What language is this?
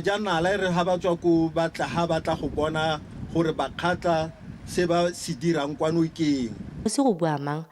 Tswana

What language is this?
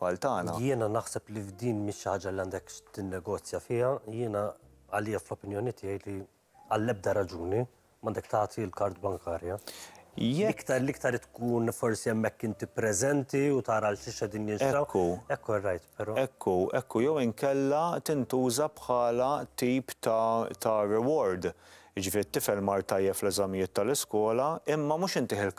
Maltese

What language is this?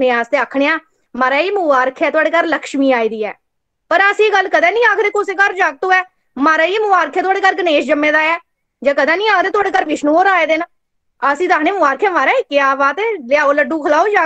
Dogri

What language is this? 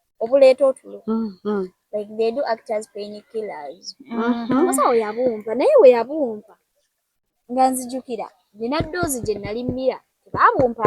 Ganda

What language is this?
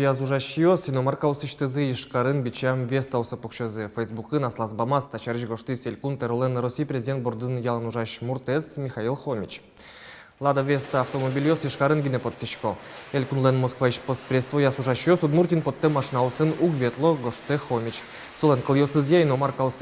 Udmurt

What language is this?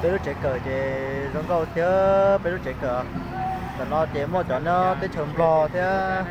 Hmong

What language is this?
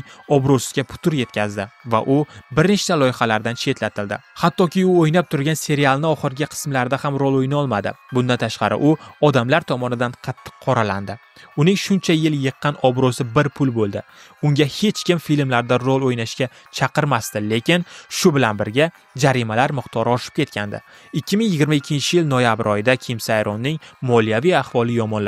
Uzbek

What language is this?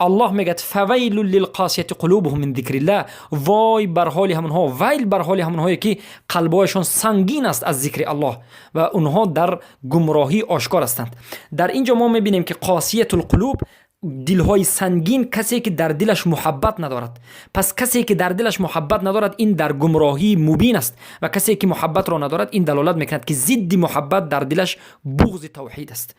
Persian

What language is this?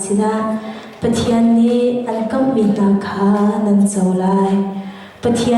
Hakha Chin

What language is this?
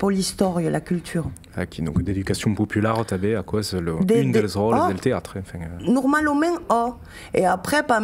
Occitan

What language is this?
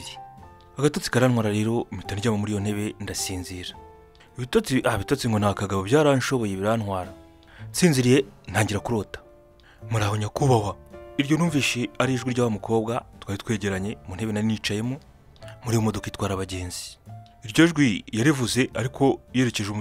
Kinyarwanda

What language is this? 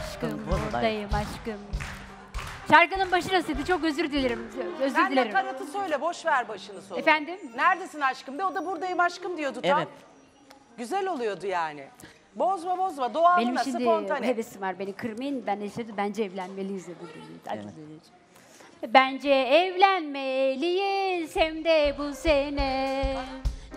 Turkish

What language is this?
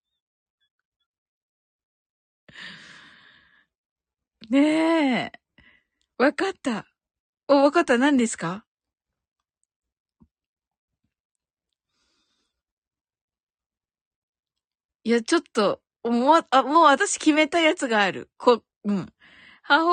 Japanese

